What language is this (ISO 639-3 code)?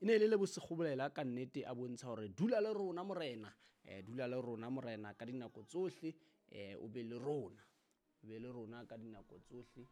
sot